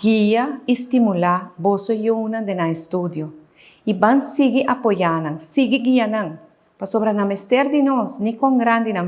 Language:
Papiamento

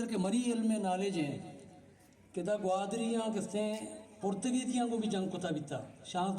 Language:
Baluchi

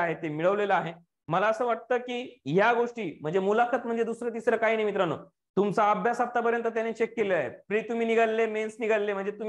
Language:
Marathi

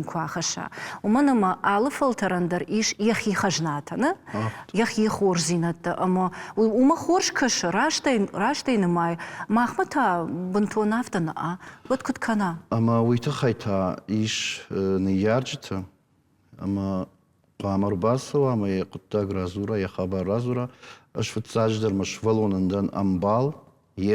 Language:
Ossetic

